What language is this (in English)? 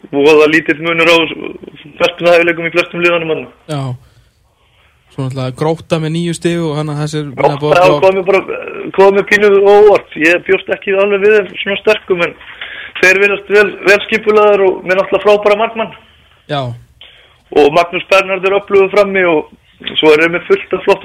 Icelandic